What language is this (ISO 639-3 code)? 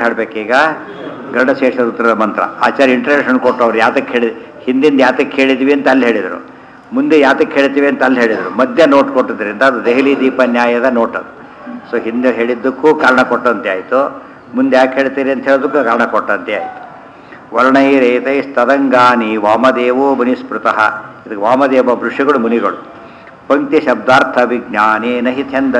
kan